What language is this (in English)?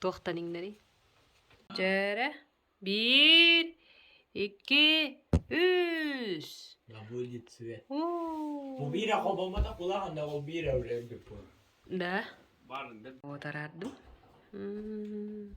Yakut